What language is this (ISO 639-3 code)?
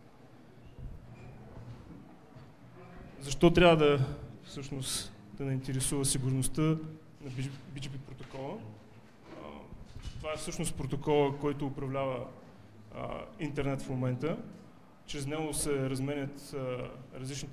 bul